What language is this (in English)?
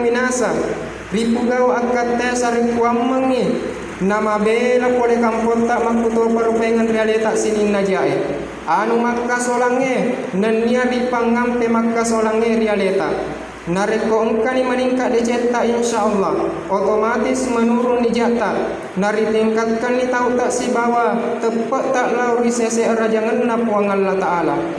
Buginese